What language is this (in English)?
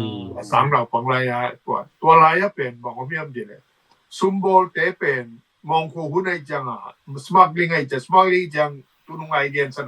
Tedim Chin